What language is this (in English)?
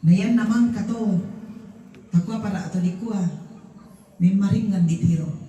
Toraja-Sa'dan